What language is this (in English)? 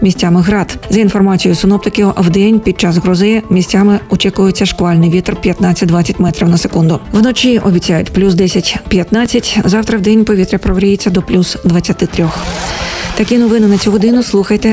Ukrainian